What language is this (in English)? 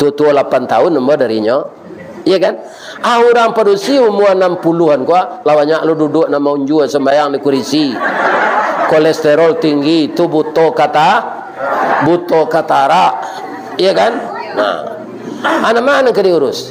Minangkabau